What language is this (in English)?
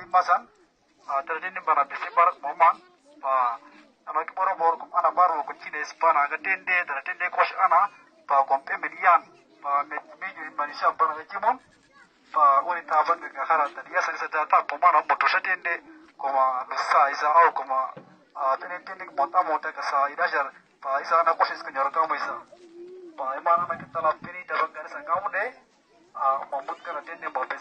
Uduk